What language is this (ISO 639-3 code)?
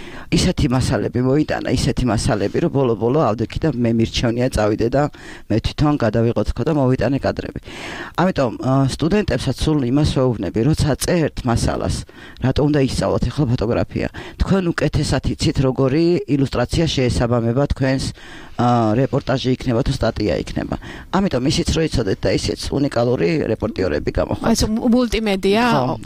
kat